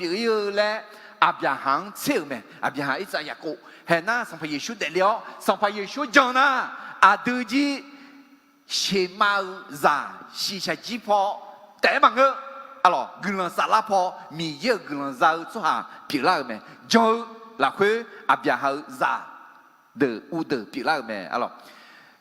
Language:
Akha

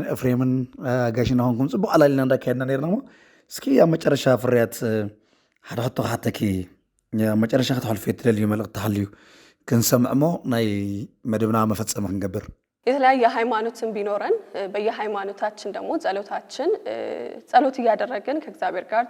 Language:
Tigrinya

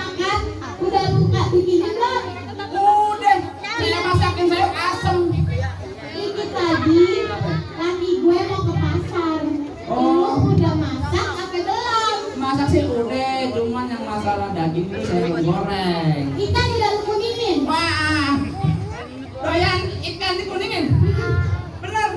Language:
Betawi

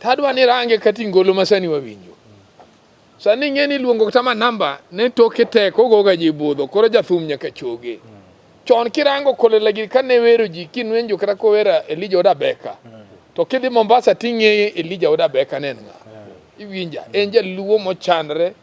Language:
Luo (Kenya and Tanzania)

